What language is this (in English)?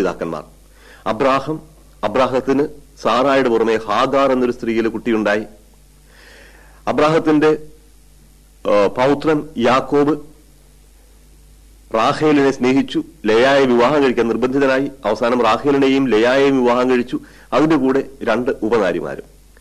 Malayalam